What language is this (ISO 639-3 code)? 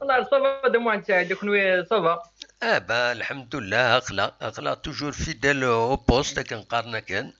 kab